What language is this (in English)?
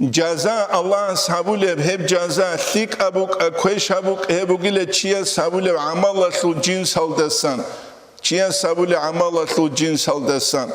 Avaric